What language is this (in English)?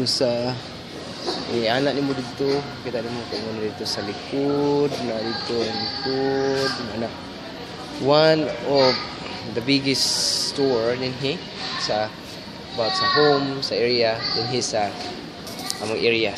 Cebuano